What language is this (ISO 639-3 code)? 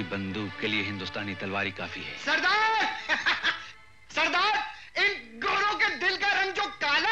hin